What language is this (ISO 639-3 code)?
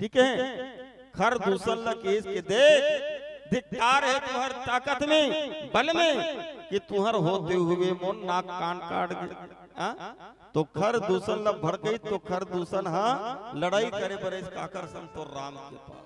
hne